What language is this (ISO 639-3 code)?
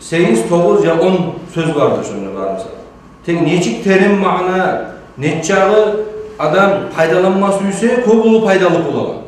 kum